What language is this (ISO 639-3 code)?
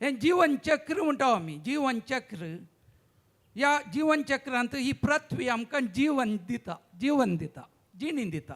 kok